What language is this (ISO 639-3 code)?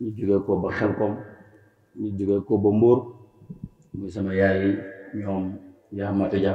wol